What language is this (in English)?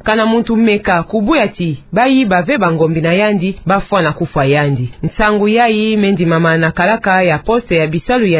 Kituba (Democratic Republic of Congo)